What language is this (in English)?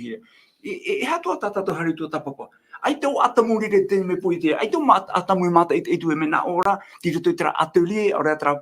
Tahitian